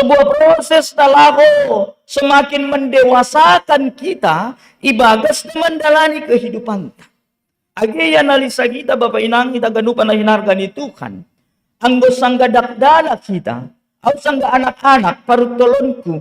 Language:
Batak Simalungun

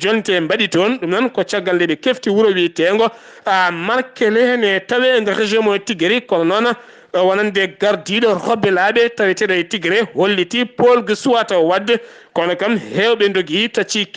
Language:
Fula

